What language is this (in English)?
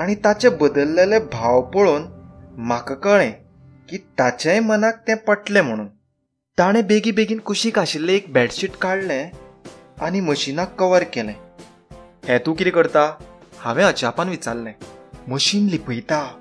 Konkani